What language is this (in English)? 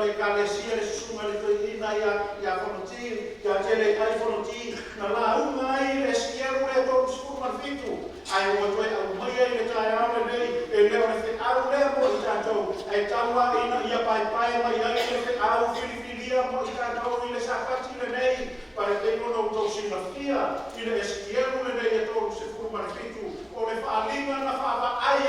Samoan